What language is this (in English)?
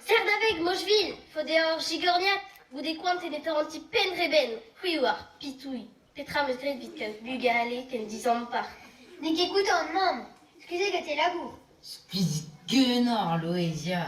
Breton